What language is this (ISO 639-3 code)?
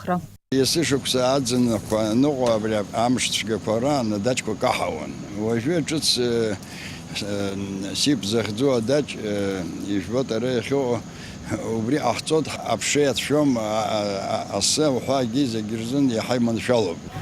abk